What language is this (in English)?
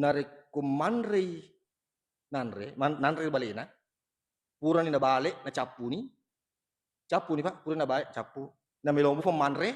Buginese